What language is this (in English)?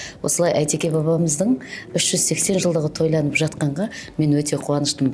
Kazakh